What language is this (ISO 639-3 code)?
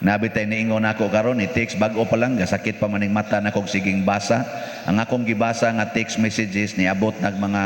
ceb